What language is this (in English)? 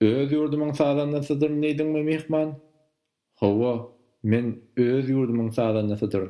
Turkmen